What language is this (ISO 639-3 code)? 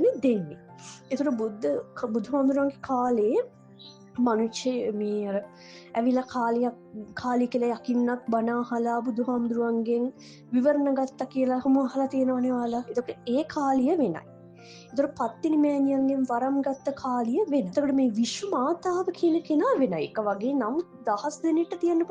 sin